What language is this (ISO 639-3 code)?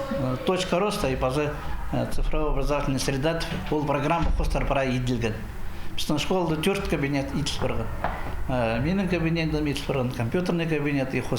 kjh